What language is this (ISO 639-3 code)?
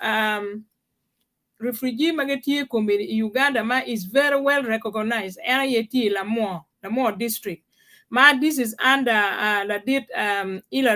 ach